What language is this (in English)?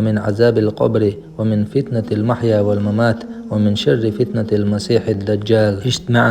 Chechen